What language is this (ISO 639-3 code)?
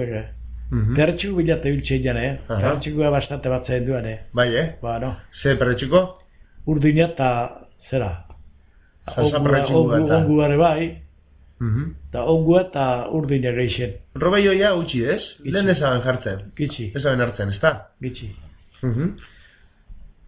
eus